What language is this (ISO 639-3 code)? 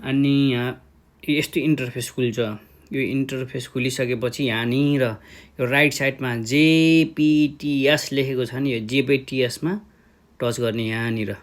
nep